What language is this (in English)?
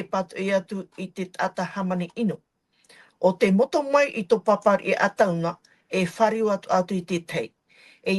Tahitian